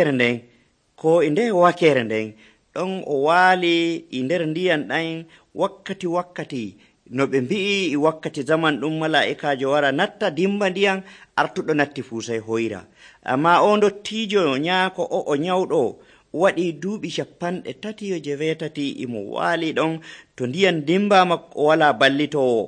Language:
Nigerian Fulfulde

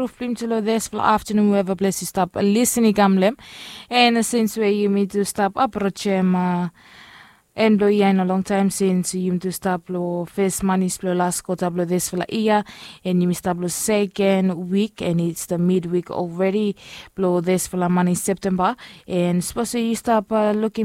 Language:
Bislama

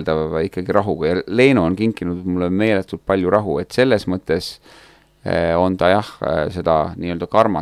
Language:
Estonian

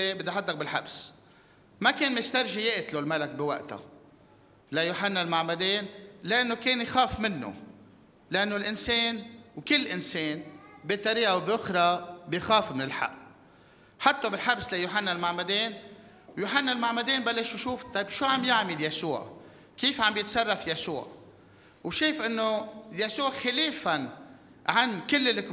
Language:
North Levantine Arabic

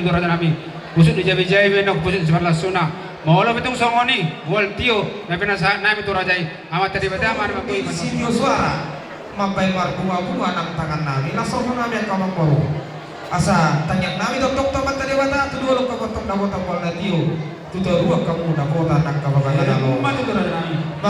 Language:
Batak Toba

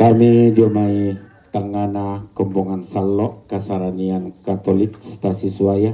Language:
Toraja-Sa'dan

